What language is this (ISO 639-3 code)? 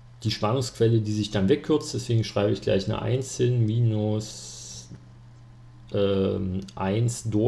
deu